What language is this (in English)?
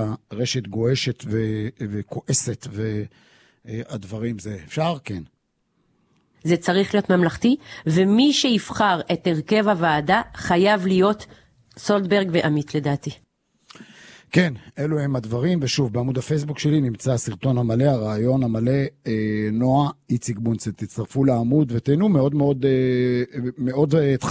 Hebrew